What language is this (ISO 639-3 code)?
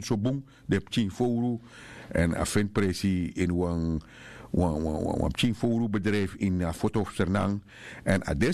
srn